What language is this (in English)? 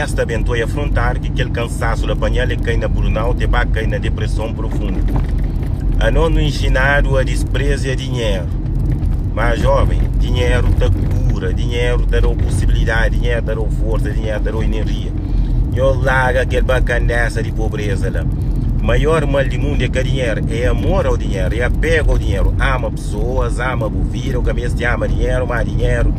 Kabuverdianu